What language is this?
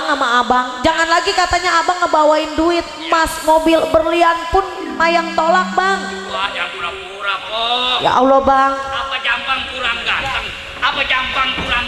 Betawi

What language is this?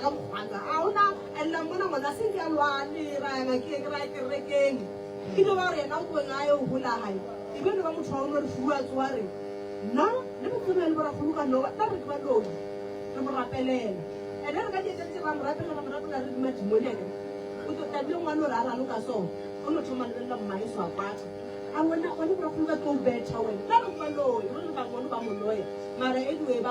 Northern Sotho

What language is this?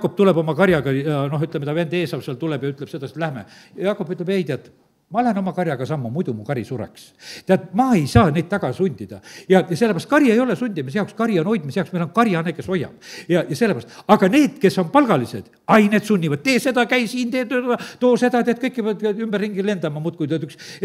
Estonian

